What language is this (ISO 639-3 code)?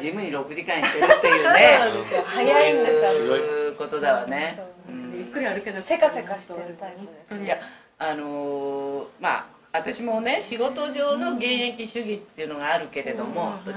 jpn